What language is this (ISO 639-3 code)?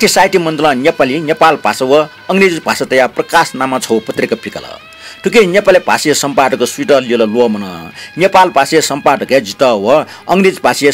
new